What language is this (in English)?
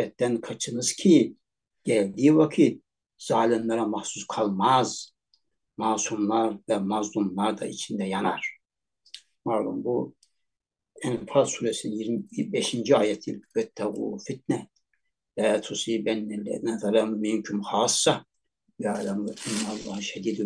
Turkish